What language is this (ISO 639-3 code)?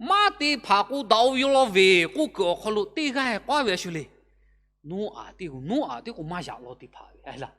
lhu